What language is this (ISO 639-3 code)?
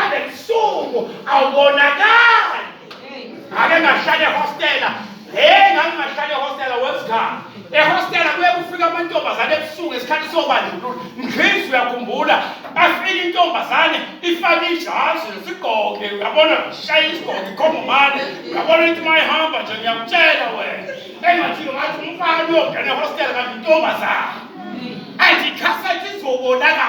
zul